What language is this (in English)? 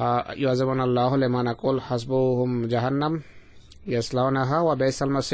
Bangla